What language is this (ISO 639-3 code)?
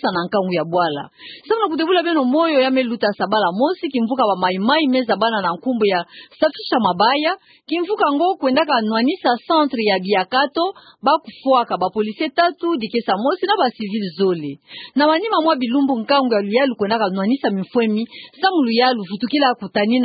ktu